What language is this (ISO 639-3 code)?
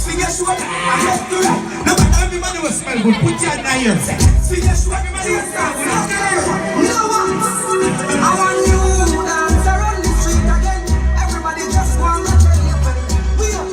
jam